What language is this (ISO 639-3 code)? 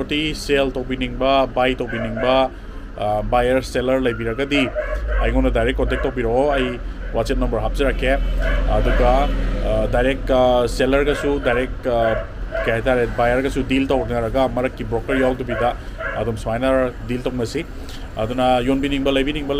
mni